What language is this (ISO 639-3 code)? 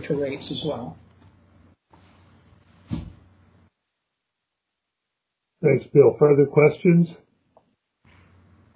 eng